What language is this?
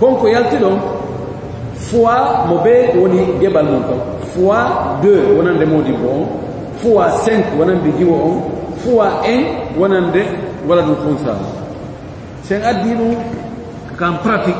Pular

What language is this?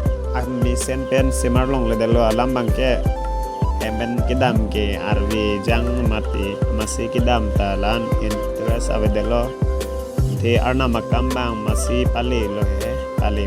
Karbi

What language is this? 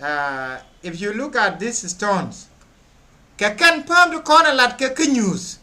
Nuer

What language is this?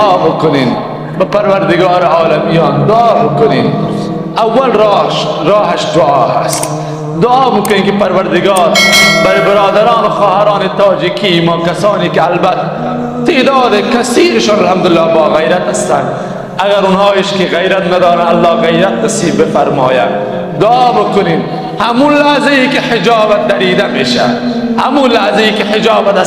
Persian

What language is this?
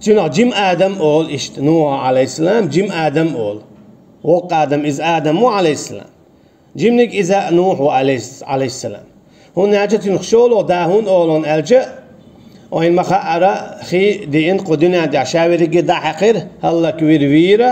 Chechen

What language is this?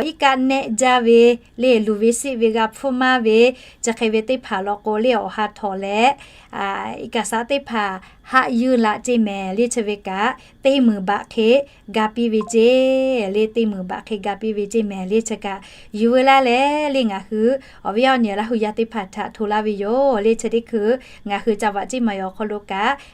Lahu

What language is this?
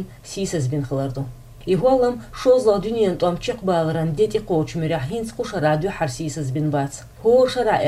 Chechen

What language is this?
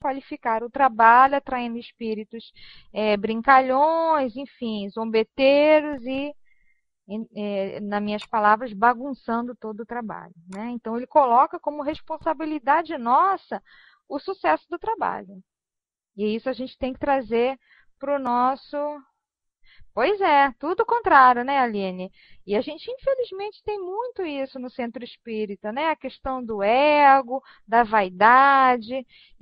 Portuguese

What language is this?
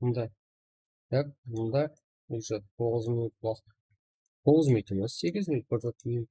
Kara-Kalpak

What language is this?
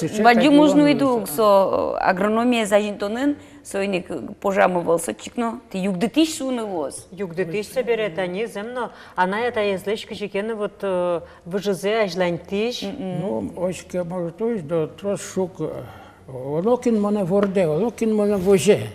Udmurt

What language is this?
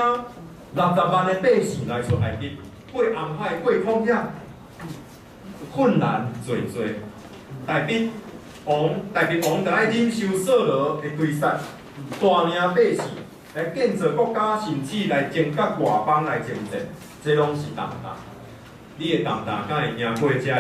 Min Nan Chinese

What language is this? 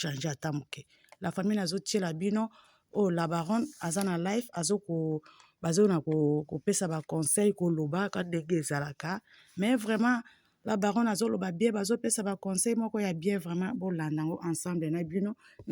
Lingala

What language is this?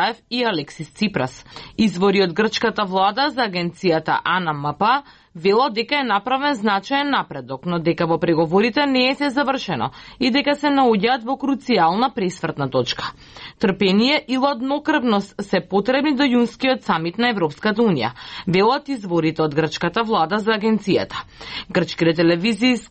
Macedonian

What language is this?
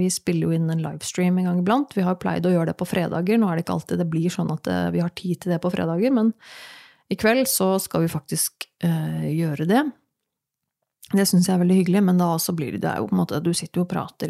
Norwegian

